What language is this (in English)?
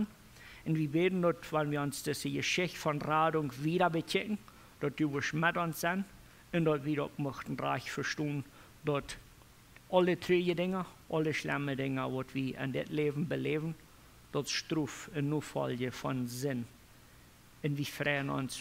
Plautdietsch